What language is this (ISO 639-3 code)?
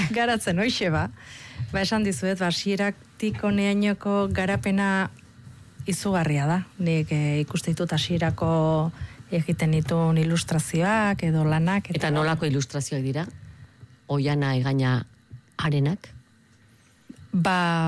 eus